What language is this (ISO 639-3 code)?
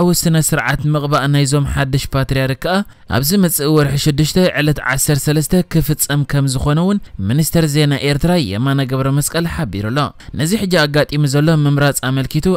tir